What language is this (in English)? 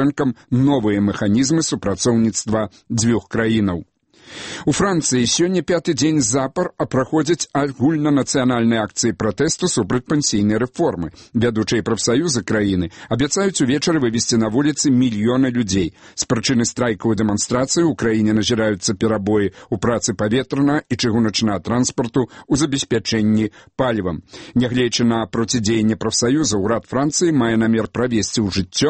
Belarusian